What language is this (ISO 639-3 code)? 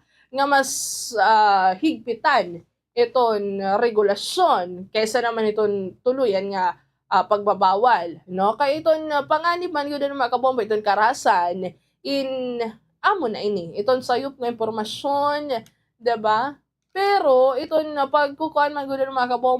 war